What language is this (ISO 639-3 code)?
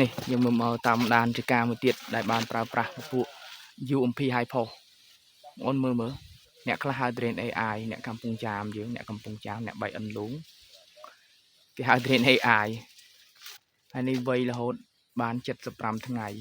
khm